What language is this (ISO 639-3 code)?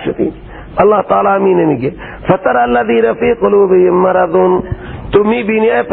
fas